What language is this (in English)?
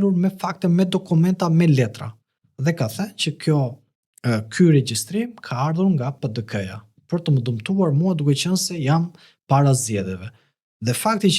Albanian